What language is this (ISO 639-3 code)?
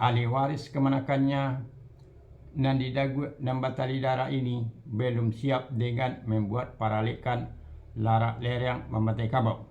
min